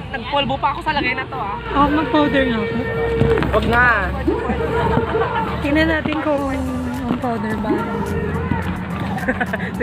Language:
Filipino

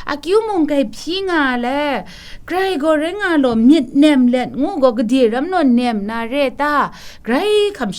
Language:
Kachin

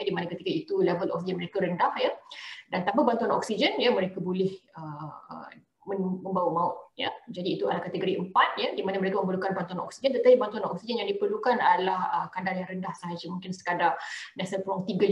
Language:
Malay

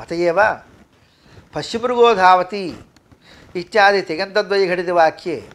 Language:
Sanskrit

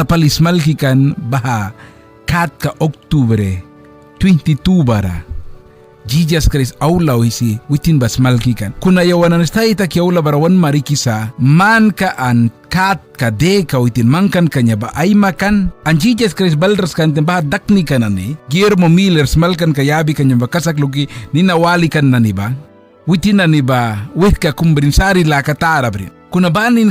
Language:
Mískito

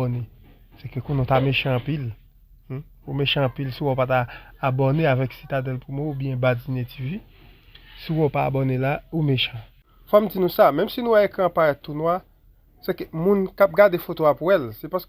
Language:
Haitian Creole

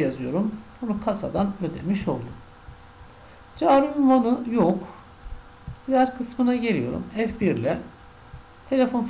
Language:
Turkish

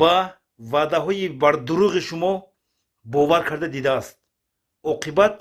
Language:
Tajik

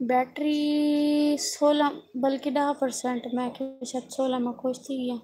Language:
Saraiki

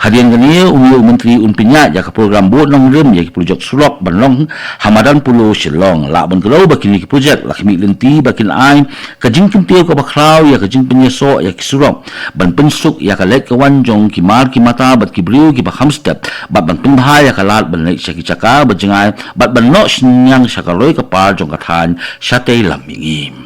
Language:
Khasi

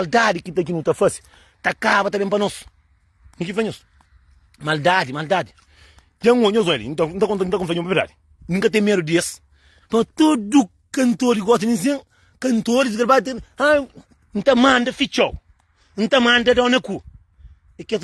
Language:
Kabuverdianu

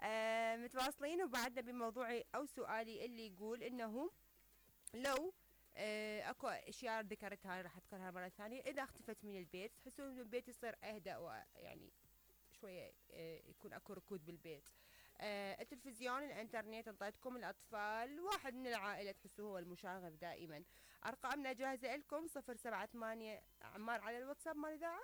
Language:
Mesopotamian Arabic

